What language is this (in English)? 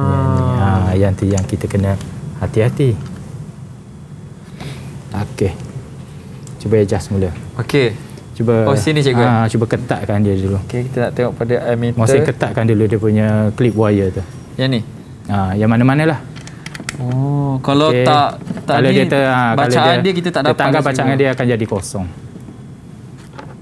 Malay